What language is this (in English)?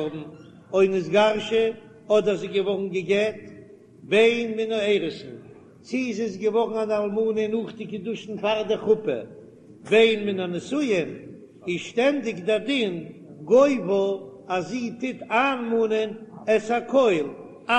Yiddish